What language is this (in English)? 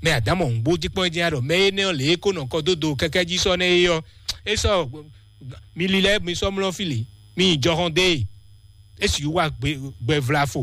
Fon